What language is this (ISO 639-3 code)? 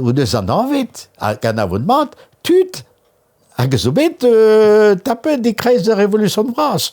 bre